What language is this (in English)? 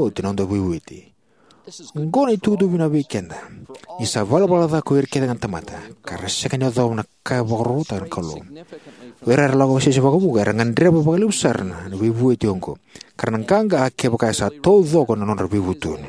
Fijian